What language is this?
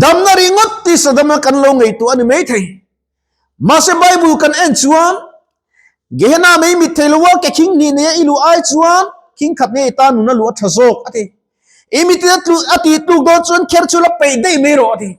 Mizo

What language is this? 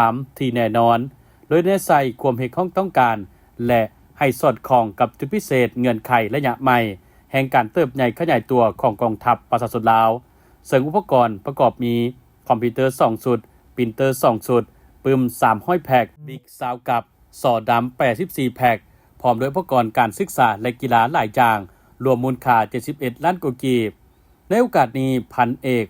Lao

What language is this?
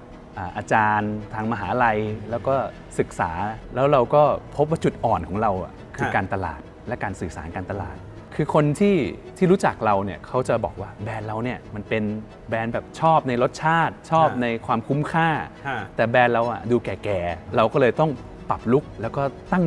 Thai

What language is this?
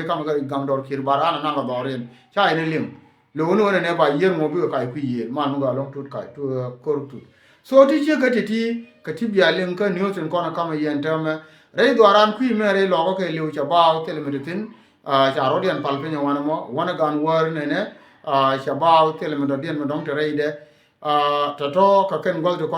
Nuer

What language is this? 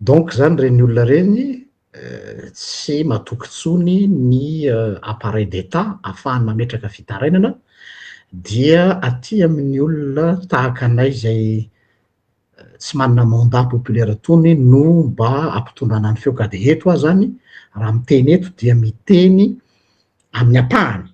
Malagasy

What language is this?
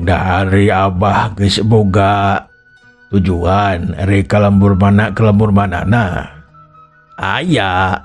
Sundanese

